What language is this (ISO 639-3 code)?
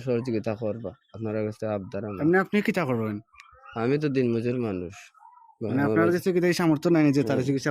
syl